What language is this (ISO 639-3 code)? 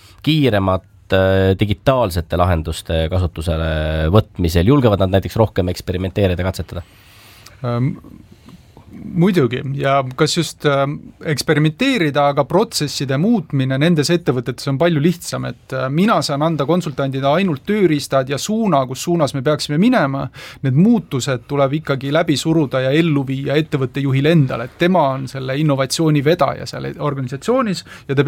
est